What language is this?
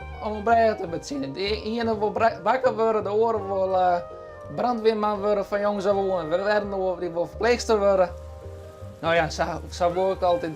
Western Frisian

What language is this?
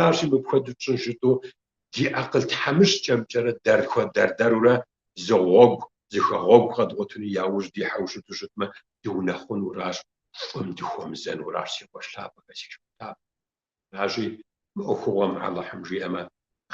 Kabardian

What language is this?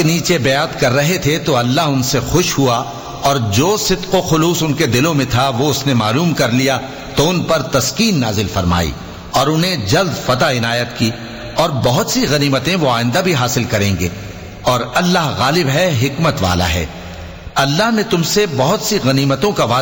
Urdu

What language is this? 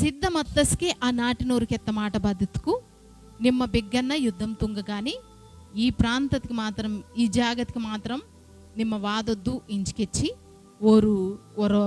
Koya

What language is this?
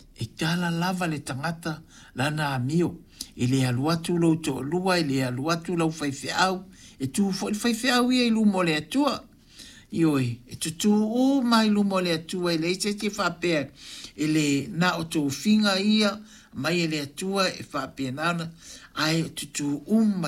Samoan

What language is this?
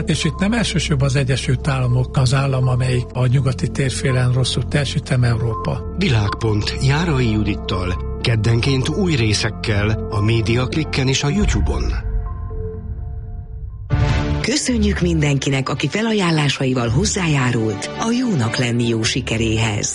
Hungarian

